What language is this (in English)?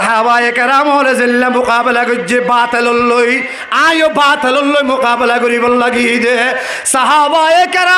Rohingya